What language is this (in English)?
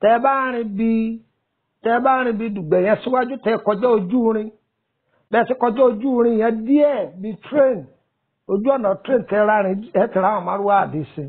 Yoruba